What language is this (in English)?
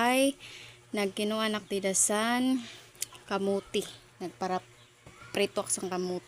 Waray